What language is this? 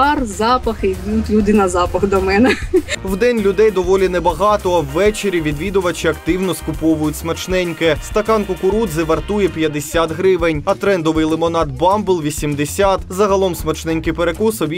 Ukrainian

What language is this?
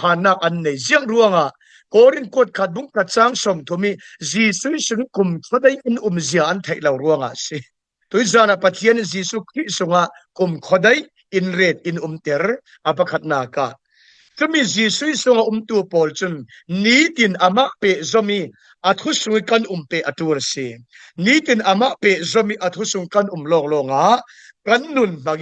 Falam Chin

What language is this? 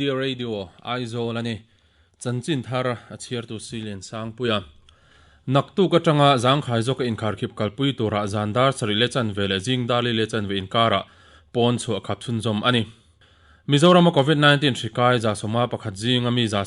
Mizo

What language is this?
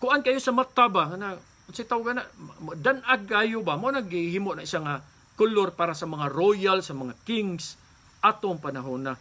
Cebuano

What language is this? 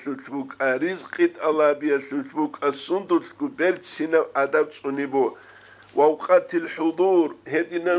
Avaric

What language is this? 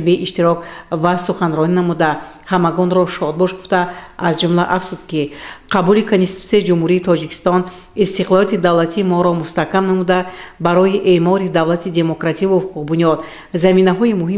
Tajik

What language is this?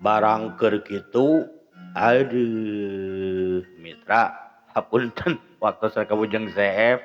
Sundanese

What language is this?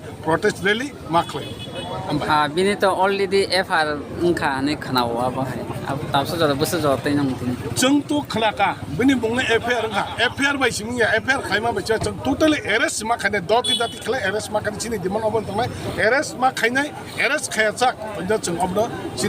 Kok Borok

